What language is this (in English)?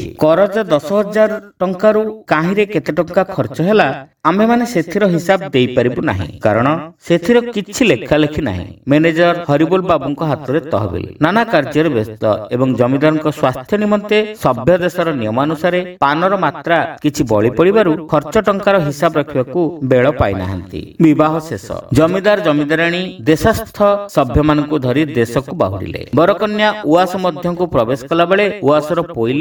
Odia